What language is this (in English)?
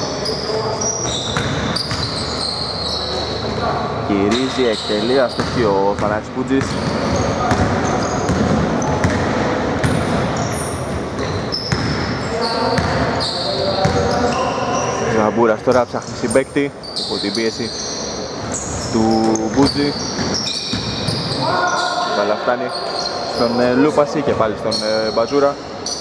Greek